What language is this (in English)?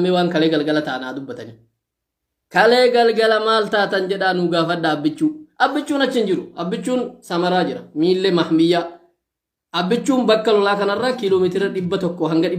Oromo